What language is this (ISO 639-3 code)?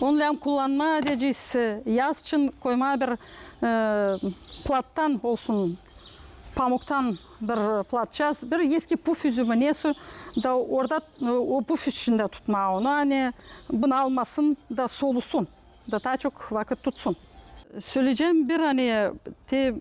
gag